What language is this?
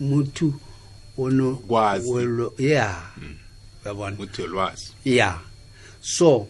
South Ndebele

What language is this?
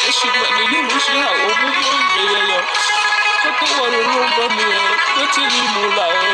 Hmong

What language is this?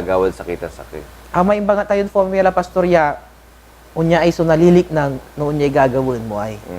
Pangasinan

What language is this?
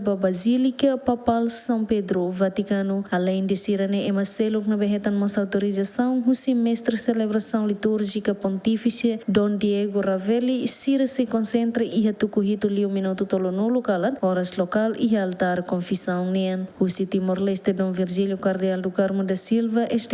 Tetum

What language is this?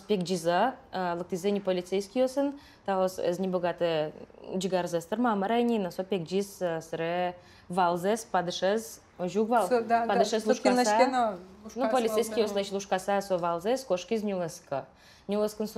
Udmurt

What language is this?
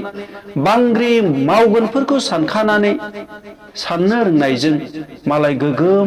Bodo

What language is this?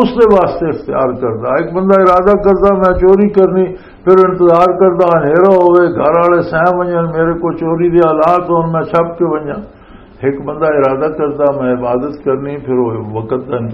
Western Panjabi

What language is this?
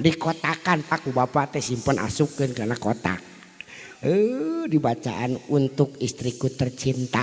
Sundanese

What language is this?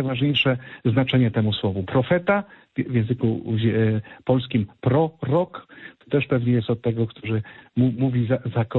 Polish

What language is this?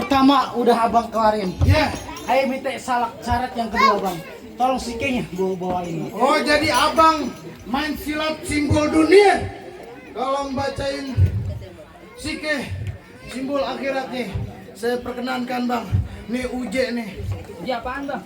Betawi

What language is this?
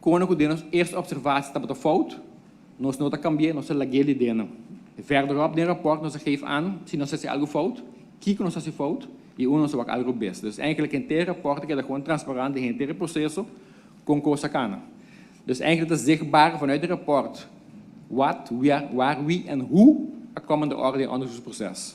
Papiamento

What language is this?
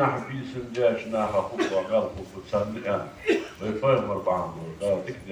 Ingush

